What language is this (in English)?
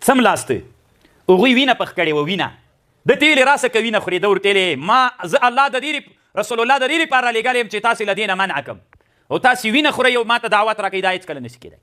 Pashto